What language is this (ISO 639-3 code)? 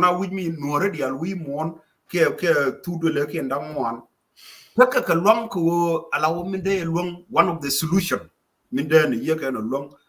nus